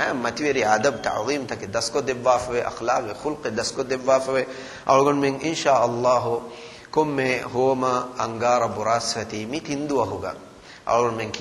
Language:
Divehi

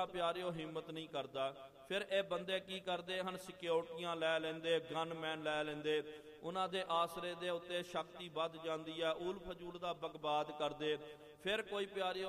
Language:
Punjabi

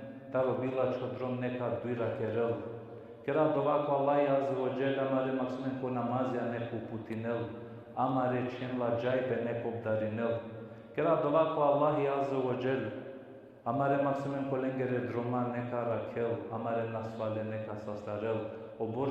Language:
Balkan Romani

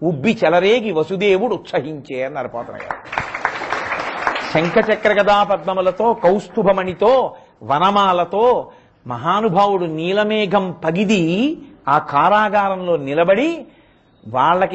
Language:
Telugu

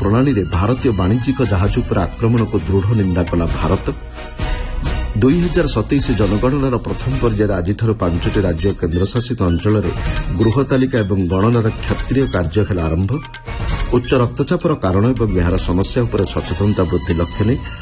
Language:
Odia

